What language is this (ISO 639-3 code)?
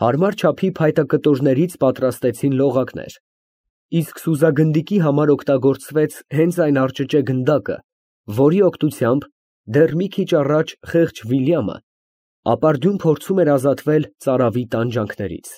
hye